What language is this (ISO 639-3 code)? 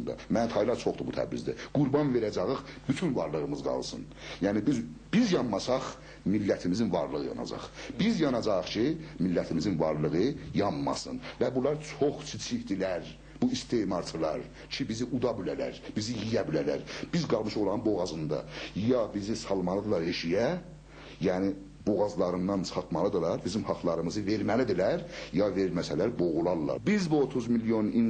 azb